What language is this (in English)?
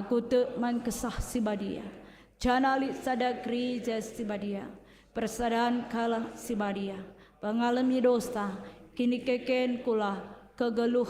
Batak Karo